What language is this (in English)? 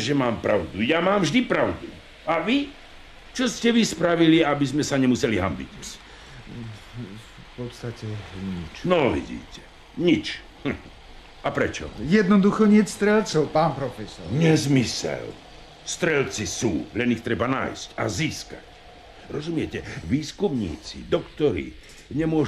Slovak